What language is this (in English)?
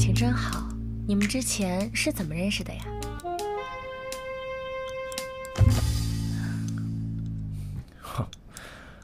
Chinese